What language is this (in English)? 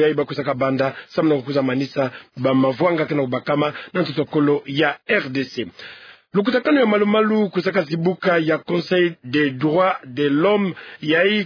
Kituba (Democratic Republic of Congo)